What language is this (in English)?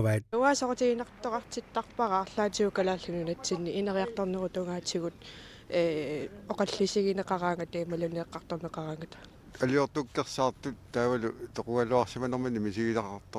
Kalaallisut